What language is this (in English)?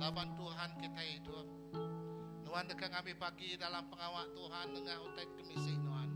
Iban